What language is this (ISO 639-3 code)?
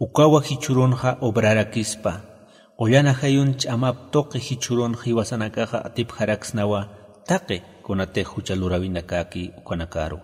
aym